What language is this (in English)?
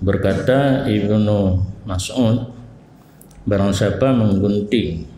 Achinese